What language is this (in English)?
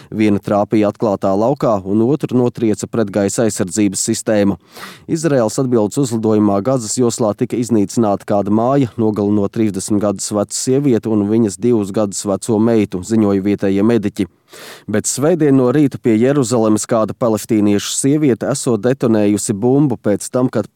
Latvian